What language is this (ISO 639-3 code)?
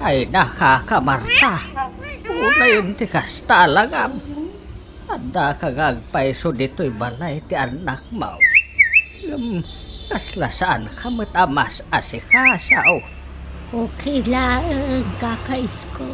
ilo